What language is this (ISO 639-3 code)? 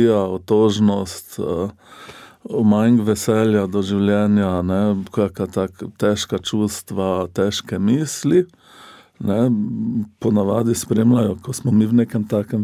slv